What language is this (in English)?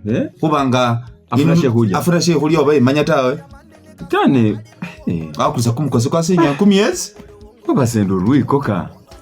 Masaaba